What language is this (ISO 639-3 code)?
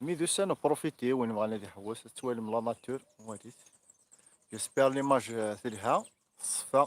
kab